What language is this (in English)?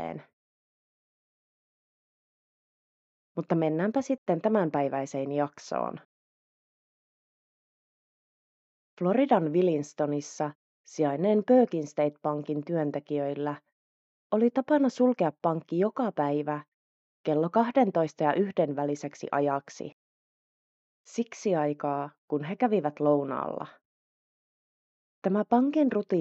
Finnish